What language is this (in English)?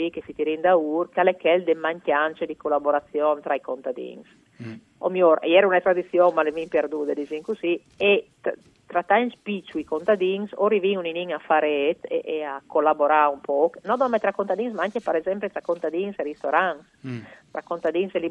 Friulian